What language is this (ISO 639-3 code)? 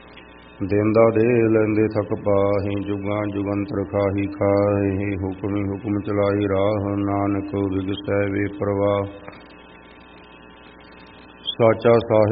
pan